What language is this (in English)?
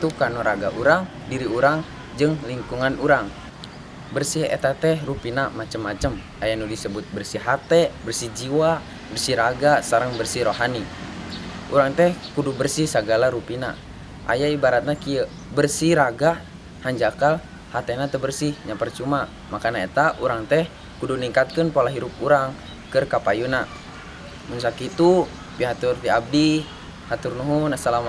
Sundanese